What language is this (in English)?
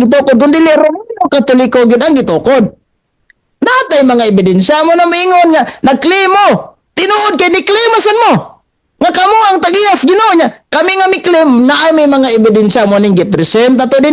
Cebuano